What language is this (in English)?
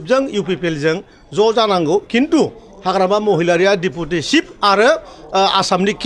Bodo